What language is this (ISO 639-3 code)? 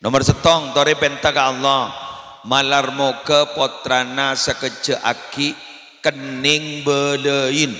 mad